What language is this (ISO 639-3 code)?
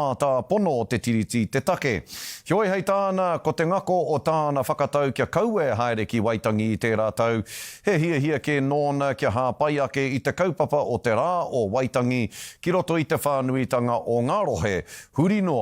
mri